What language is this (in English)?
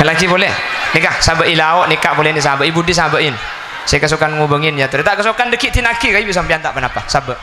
Madurese